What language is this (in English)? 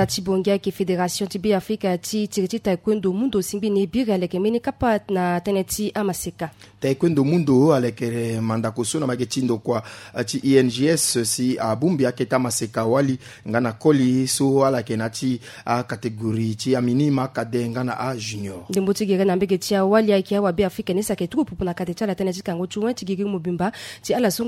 Sango